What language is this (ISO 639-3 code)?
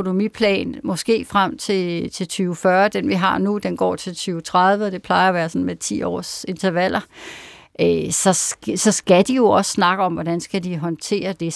dan